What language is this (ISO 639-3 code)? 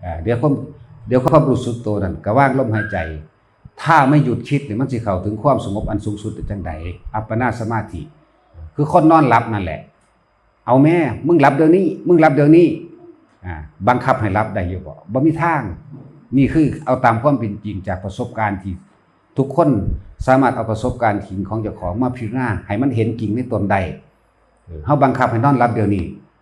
tts